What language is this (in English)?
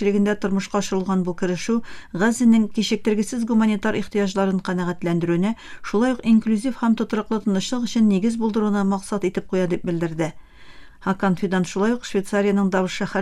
Tatar